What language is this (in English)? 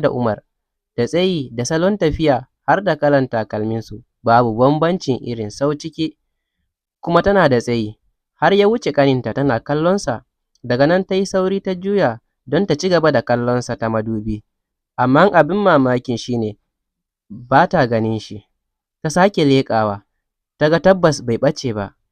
Hausa